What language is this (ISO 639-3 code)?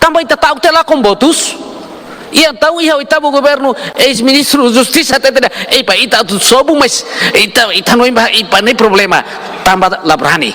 tet